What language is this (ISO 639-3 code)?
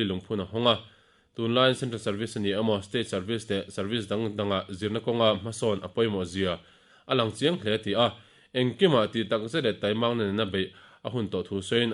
lus